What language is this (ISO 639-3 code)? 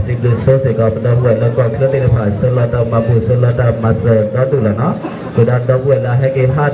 ksw